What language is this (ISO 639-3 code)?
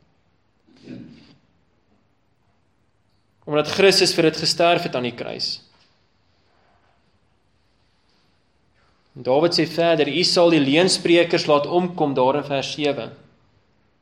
afr